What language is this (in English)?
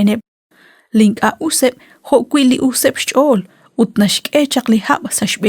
Kekchí